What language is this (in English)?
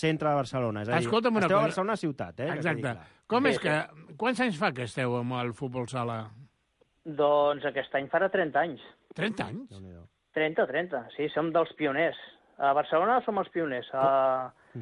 Catalan